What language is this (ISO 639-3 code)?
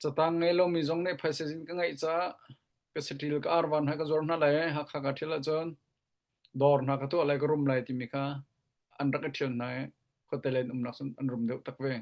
cnh